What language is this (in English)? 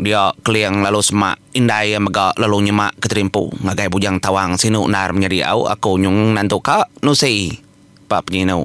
Iban